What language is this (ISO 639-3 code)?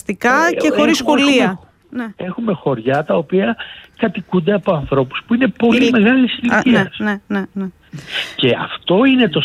ell